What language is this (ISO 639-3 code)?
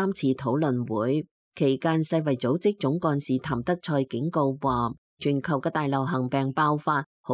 yue